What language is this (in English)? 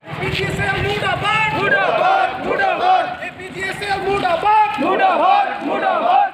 Karbi